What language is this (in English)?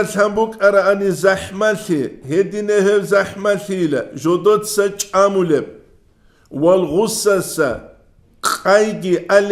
Avaric